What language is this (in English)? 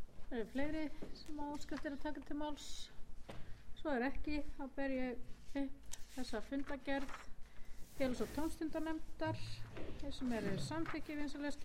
Icelandic